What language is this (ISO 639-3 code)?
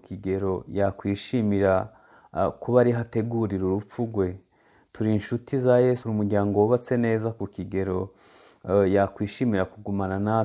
kin